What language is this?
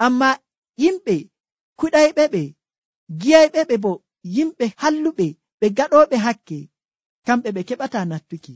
Nigerian Fulfulde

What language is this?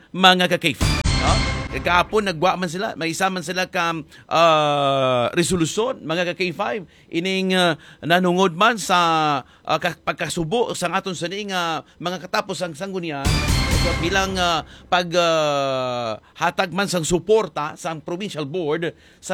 Hiligaynon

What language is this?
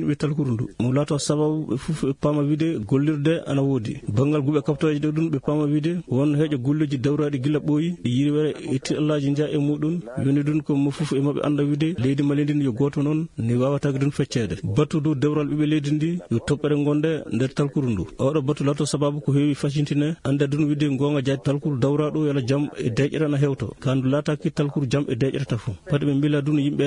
Fula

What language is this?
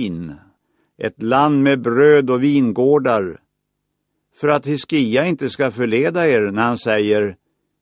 Swedish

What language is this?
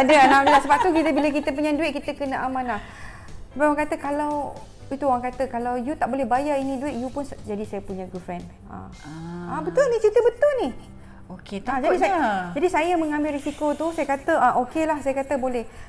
Malay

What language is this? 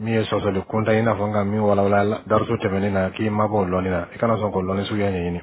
Bambara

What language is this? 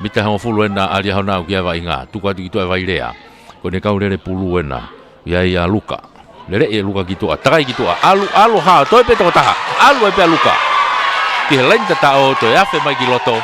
Tongan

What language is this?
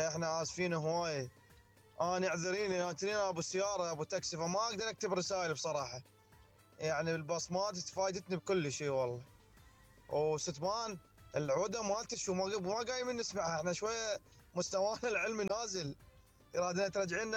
Mesopotamian Arabic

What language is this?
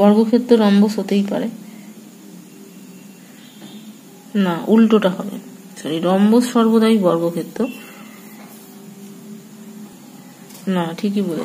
Bangla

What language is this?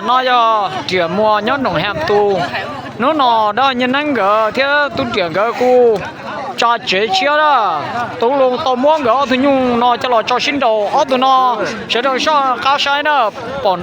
Hmong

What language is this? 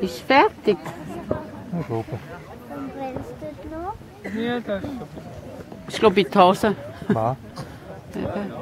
Swiss German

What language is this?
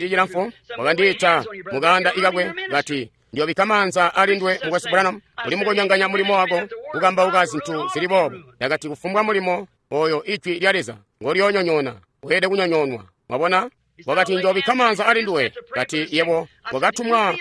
Tonga (Zambia)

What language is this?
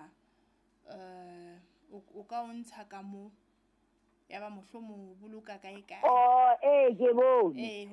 Southern Sotho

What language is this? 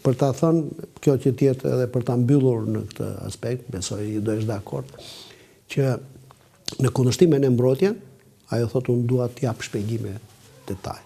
Albanian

